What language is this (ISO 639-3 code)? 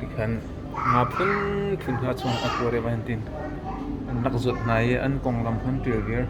cnh